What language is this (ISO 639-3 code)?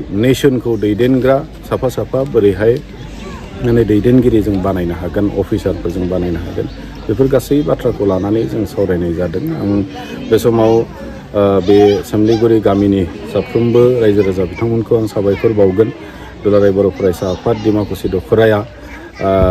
brx